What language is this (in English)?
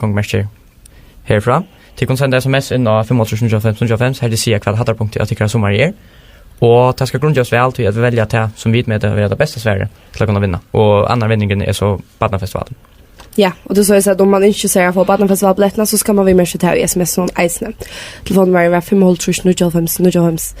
Faroese